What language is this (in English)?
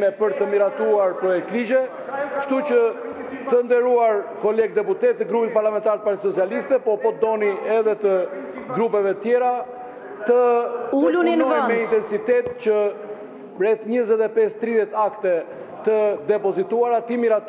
Albanian